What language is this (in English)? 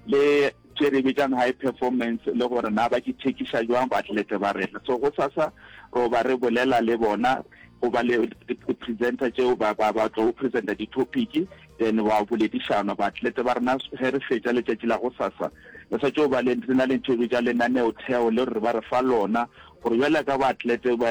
Northern Sotho